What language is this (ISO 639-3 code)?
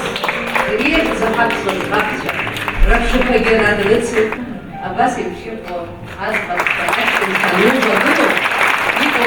abk